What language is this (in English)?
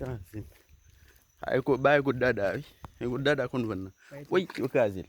Haitian Creole